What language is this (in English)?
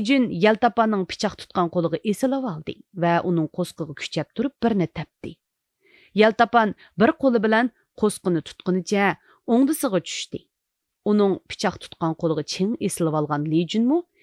Uyghur